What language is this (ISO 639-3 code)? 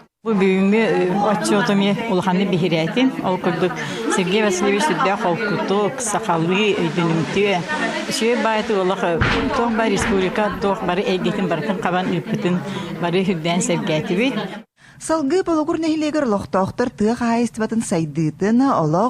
sah